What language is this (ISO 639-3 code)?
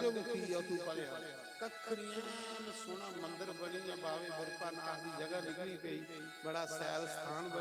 doi